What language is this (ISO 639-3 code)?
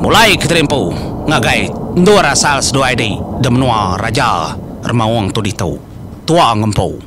iba